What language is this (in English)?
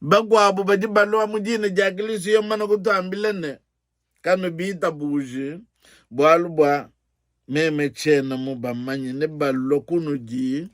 Luba-Lulua